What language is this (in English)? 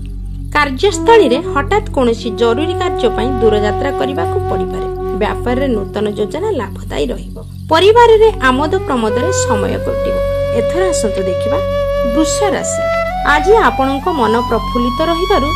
Odia